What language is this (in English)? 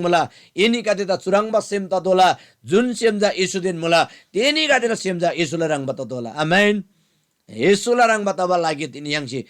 Eastern Tamang